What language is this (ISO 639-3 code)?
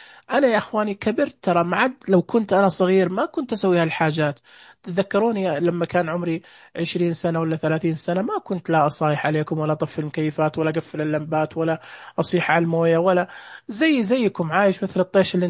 ars